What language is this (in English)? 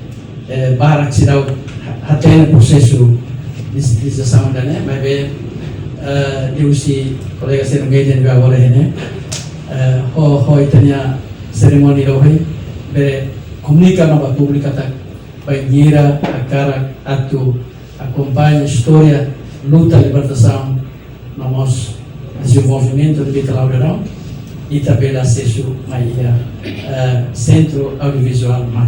Tetum